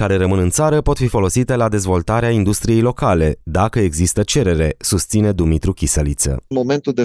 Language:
Romanian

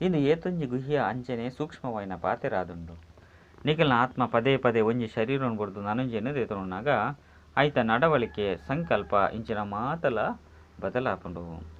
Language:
Tulu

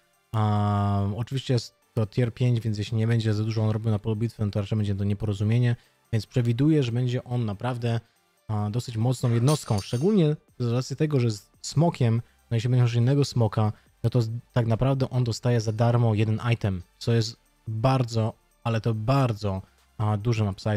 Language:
Polish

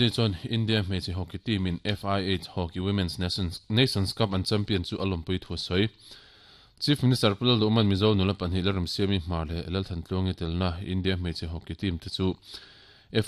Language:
Mizo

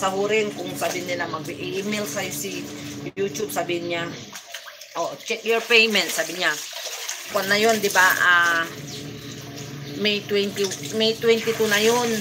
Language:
Filipino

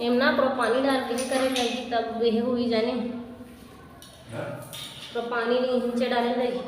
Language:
Chhattisgarhi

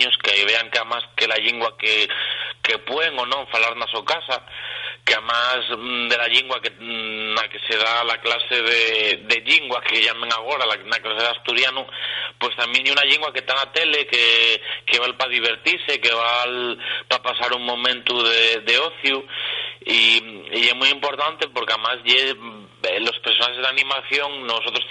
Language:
Asturian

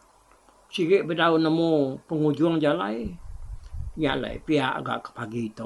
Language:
Iban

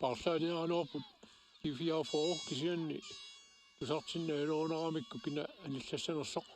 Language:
Kalaallisut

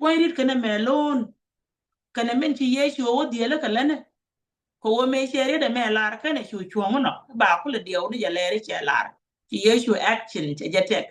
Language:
Nuer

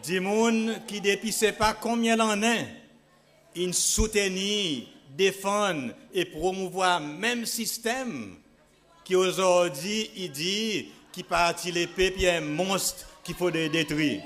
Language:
Seselwa Creole French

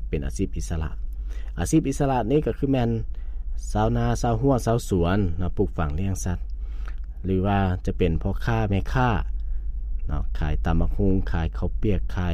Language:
Lao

